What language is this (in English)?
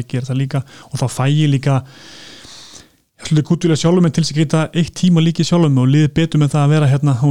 Icelandic